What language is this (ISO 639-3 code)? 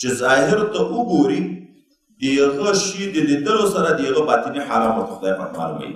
pus